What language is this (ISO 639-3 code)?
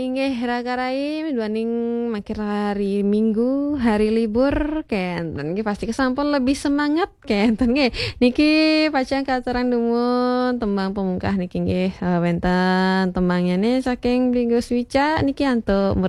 ban